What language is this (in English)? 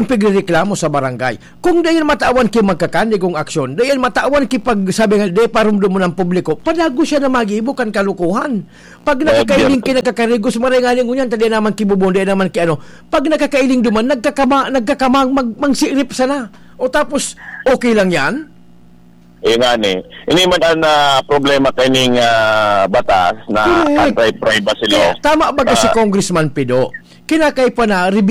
Bikol